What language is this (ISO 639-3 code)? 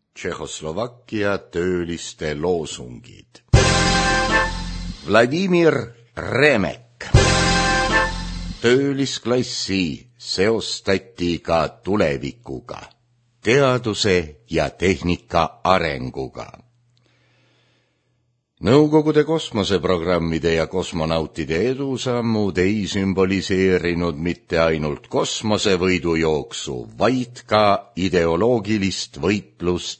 est